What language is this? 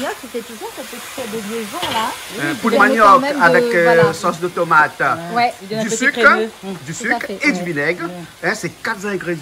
Réunion Creole French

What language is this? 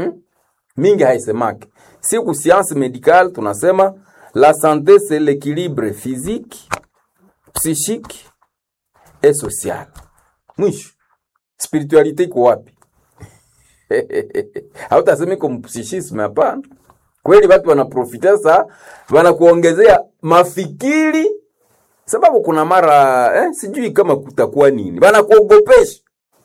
Swahili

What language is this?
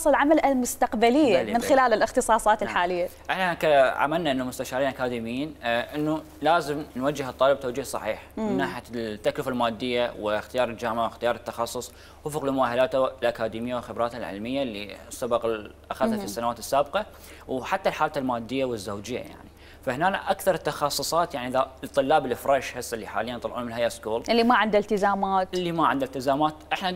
Mesopotamian Arabic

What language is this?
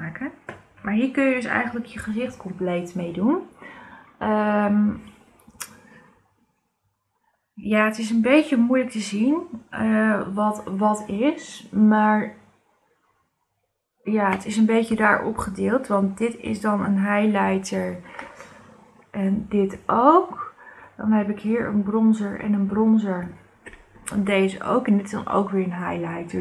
Dutch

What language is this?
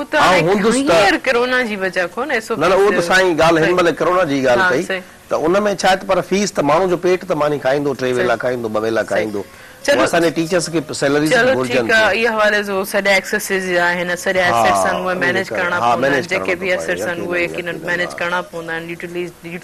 Sindhi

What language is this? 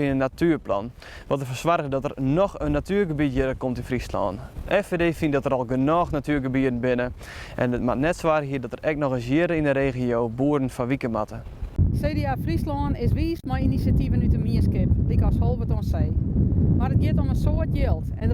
Western Frisian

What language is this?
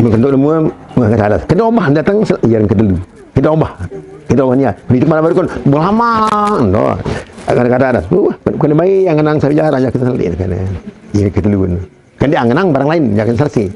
Sasak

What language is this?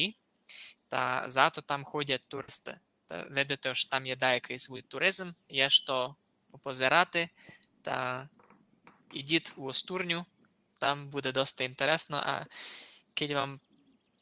Rusyn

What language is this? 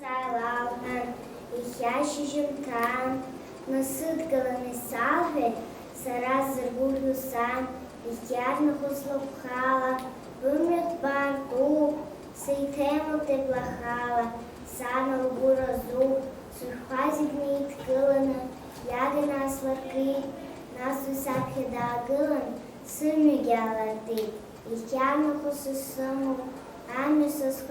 Abkhazian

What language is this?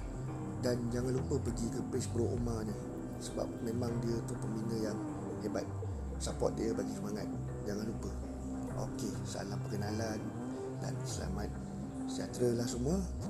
Malay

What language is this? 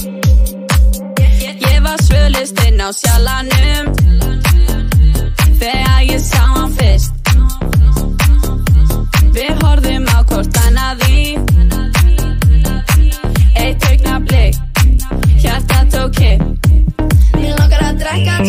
Icelandic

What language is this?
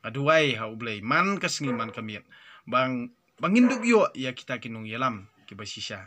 Khasi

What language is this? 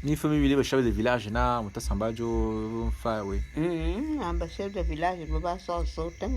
Bulu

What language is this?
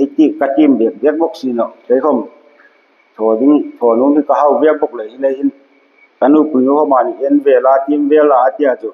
Hmar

